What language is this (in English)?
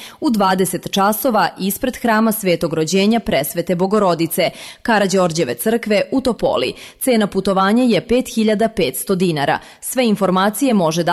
Serbian